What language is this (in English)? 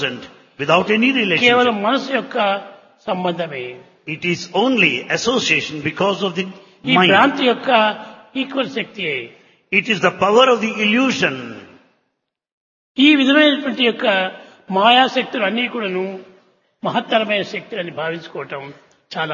Telugu